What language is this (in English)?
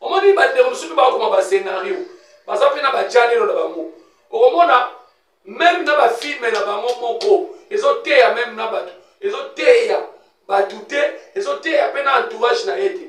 Lingala